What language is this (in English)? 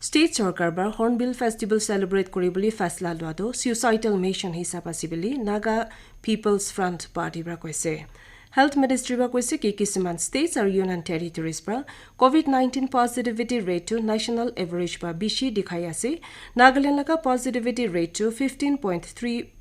Naga Pidgin